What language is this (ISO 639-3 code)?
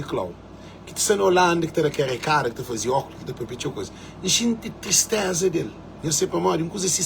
kea